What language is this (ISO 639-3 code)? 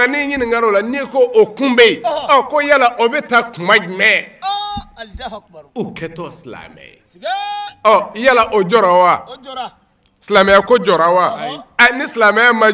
bam